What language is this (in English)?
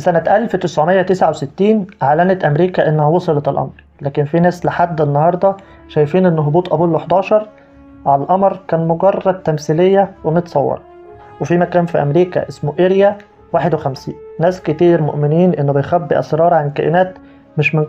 Egyptian Arabic